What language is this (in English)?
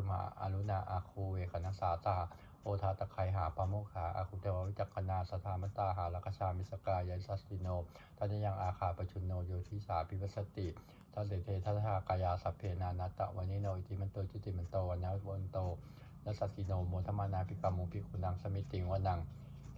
Pali